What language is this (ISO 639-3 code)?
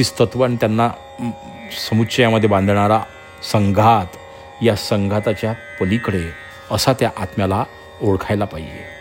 mar